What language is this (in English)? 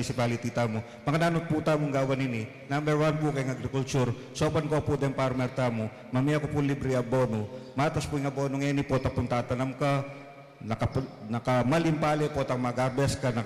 Pampanga